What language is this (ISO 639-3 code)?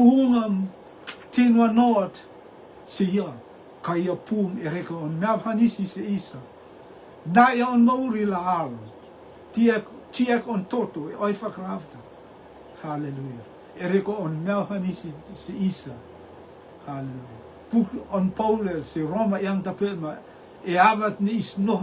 rtm